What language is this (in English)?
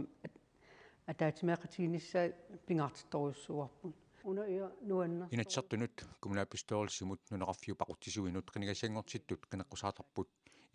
Kalaallisut